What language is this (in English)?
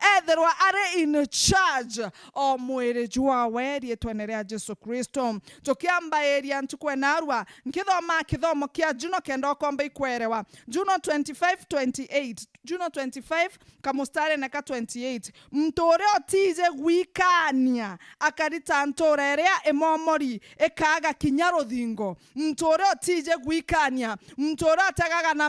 Meru